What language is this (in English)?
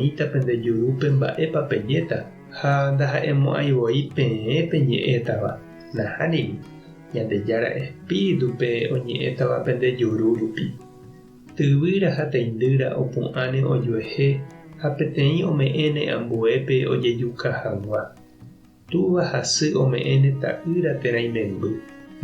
Guarani